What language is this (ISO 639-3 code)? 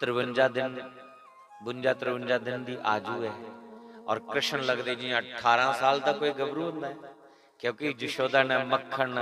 doi